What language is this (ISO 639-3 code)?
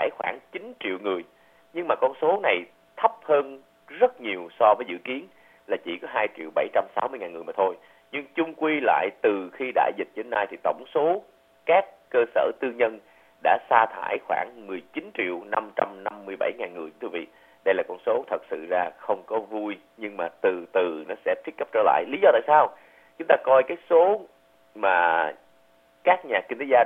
vie